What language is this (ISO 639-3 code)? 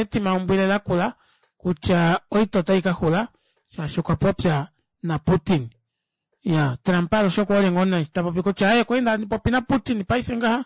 kua